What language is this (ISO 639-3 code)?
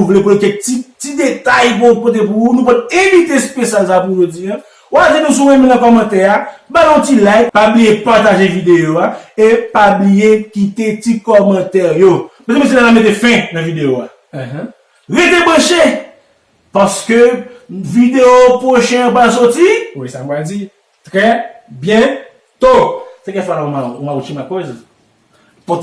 hat